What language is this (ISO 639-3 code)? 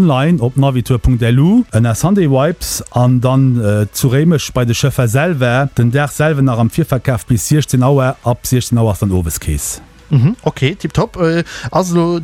ltz